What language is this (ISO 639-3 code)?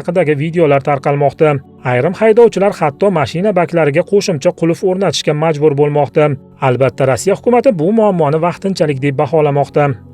uzb